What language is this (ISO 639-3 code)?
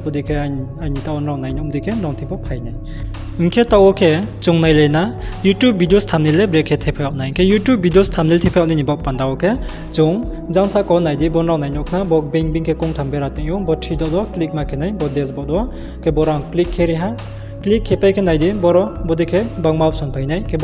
ria